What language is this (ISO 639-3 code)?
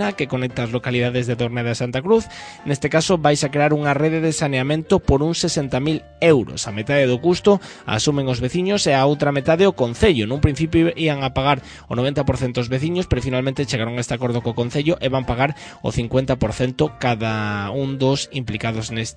glg